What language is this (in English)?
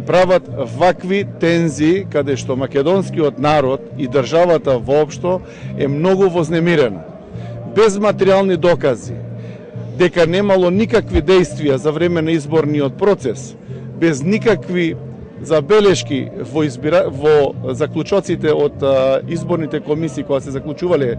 Macedonian